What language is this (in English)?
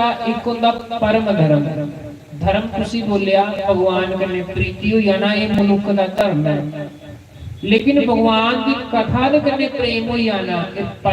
Dogri